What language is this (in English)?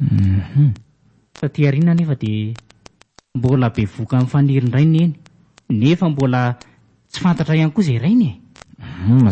Malagasy